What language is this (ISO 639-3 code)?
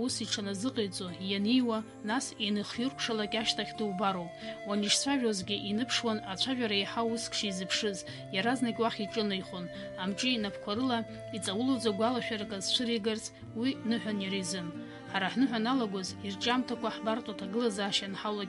abk